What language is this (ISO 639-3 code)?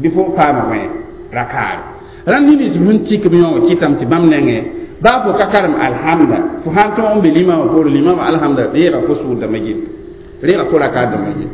mos